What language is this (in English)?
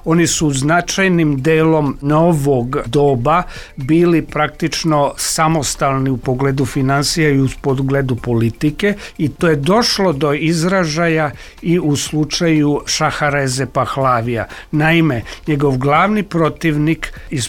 Serbian